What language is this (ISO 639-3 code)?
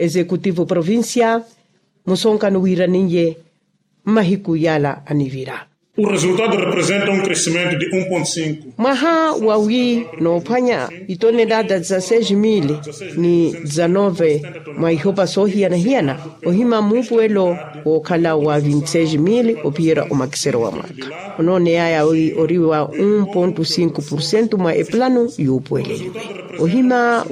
vmw